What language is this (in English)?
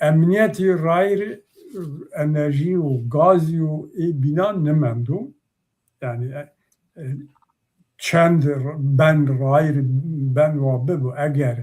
Zaza